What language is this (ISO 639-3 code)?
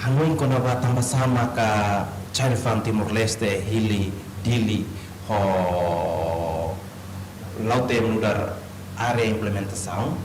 tet